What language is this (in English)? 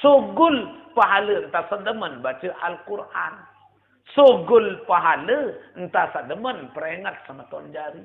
Sasak